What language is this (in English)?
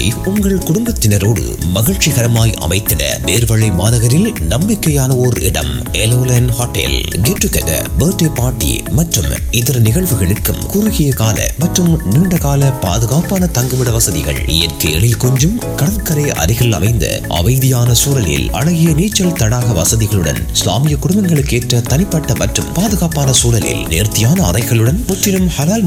Tamil